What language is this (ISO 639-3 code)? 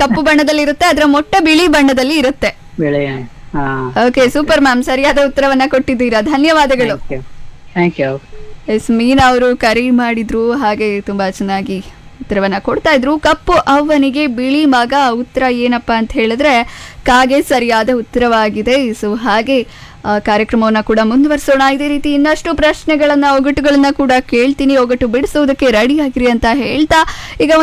kan